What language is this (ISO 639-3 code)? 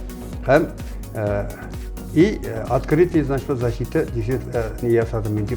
tat